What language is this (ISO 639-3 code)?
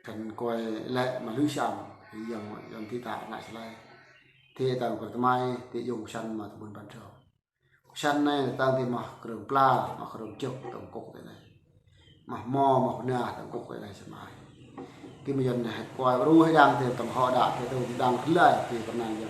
bru